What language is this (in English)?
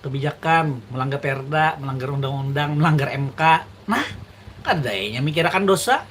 Banjar